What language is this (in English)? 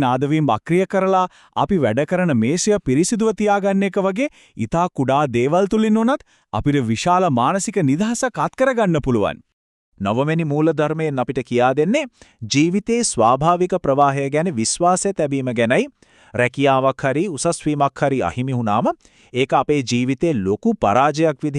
Sinhala